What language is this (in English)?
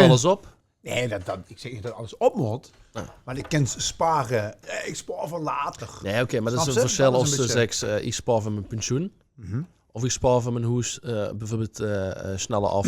Limburgish